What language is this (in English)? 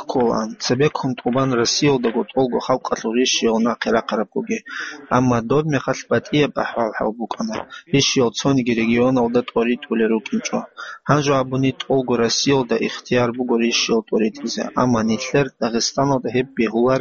Avaric